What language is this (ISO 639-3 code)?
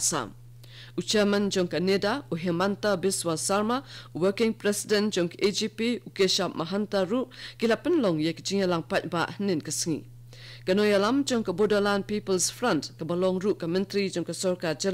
kha